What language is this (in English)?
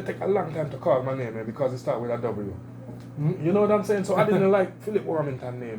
Jamaican Creole English